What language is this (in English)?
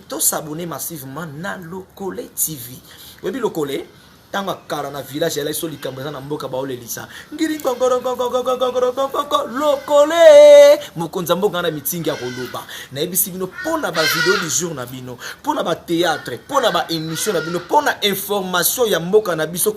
Lingala